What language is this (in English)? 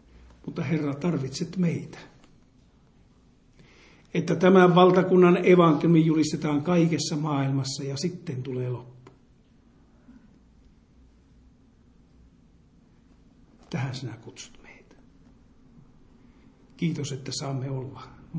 Finnish